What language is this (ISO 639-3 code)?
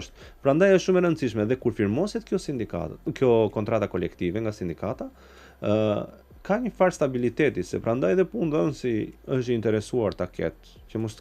sqi